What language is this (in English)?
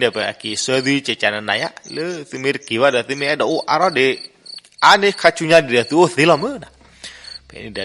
S'gaw Karen